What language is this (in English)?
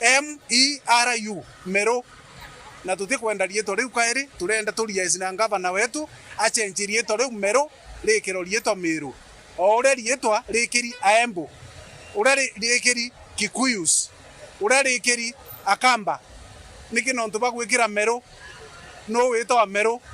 Meru